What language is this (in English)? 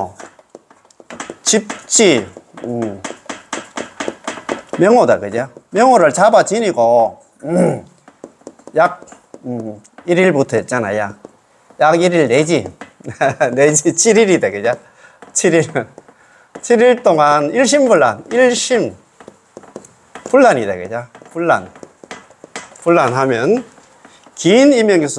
Korean